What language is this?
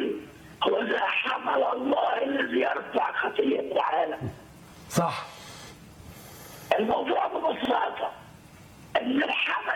Egyptian Arabic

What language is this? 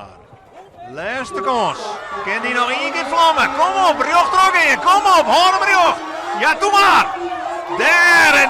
Western Frisian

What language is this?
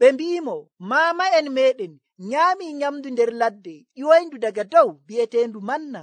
Nigerian Fulfulde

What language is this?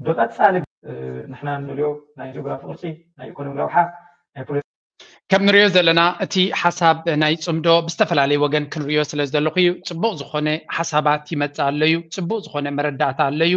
Tigrinya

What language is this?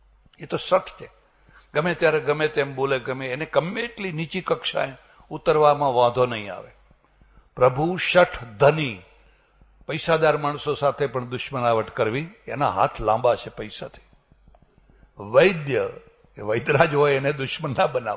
Gujarati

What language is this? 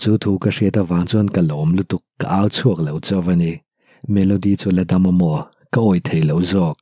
Mizo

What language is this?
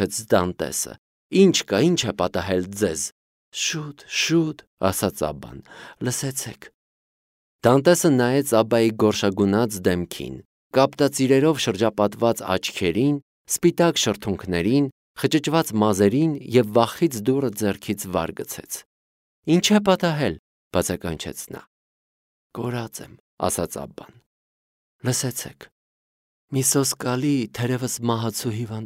Armenian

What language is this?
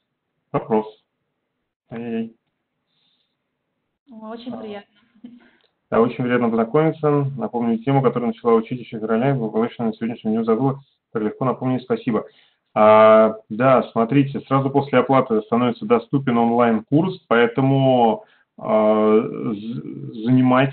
Russian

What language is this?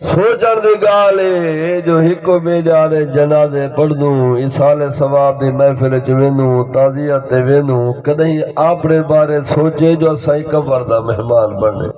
Saraiki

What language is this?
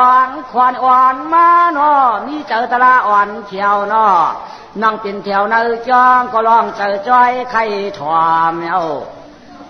Shan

